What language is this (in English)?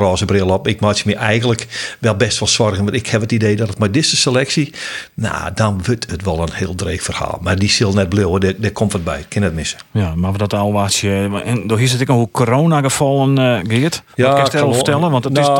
Western Frisian